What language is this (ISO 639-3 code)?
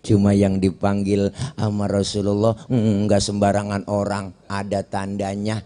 bew